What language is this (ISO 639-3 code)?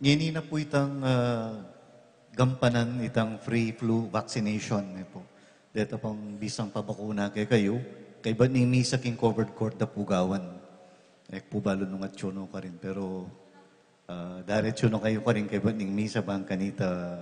pam